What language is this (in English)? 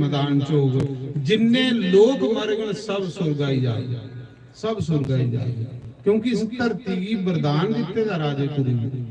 Dogri